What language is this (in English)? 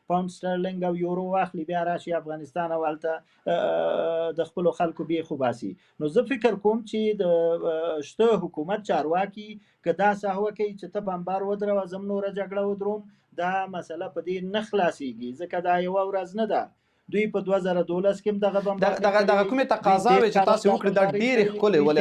Pashto